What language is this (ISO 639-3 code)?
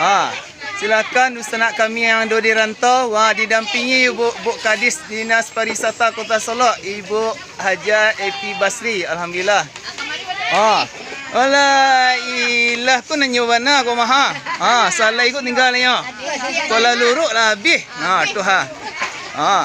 min